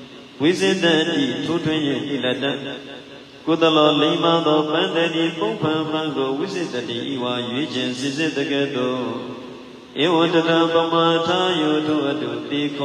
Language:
Burmese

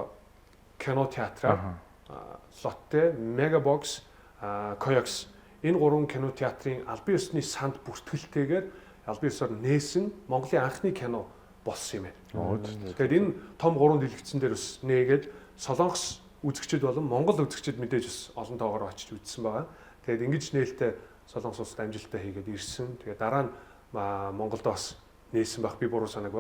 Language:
Mongolian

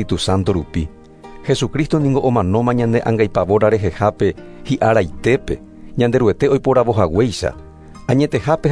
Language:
Guarani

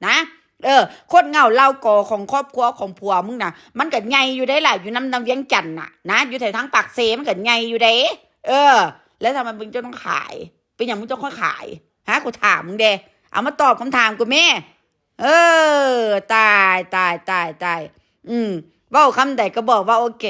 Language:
Northeastern Thai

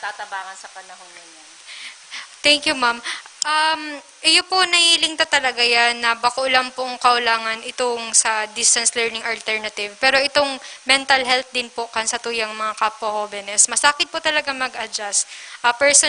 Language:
Bikol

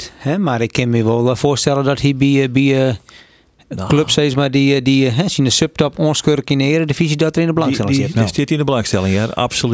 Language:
Western Frisian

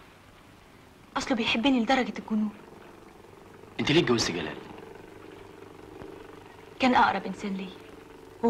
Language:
Egyptian Arabic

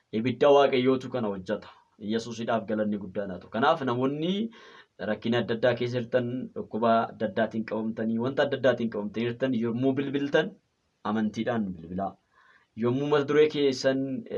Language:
Oromo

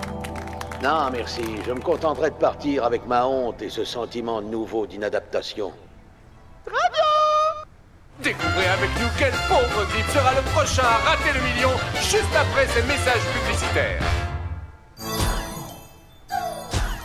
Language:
French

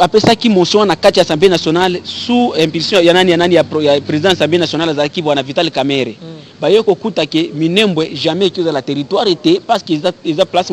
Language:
Lingala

